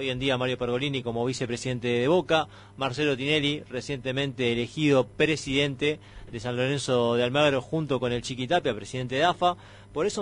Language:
Spanish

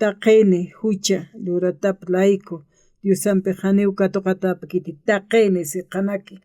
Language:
Aymara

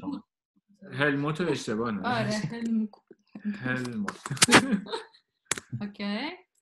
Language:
Persian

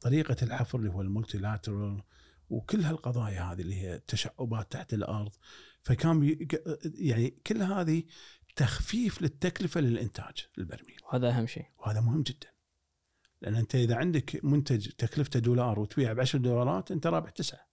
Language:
Gulf Arabic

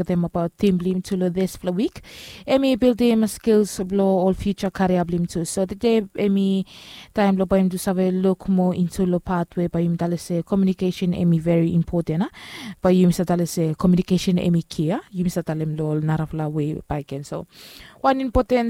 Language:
Bislama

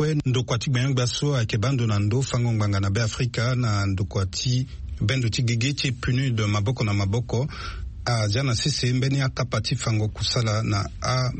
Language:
Sango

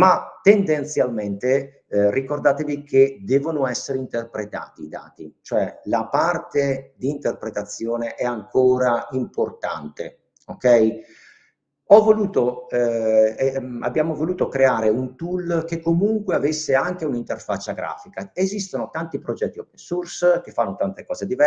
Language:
Italian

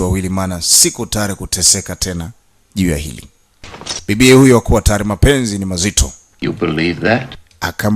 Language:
Swahili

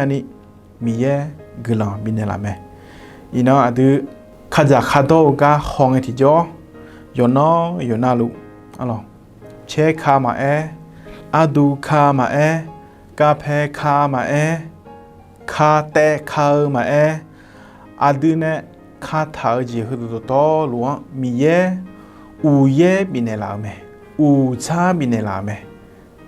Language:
Akha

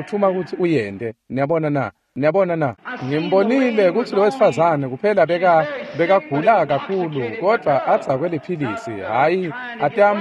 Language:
Swati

